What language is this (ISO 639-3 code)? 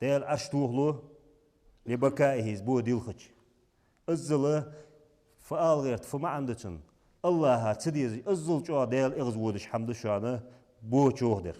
inh